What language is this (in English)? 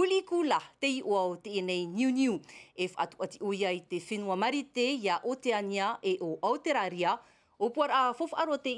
Tahitian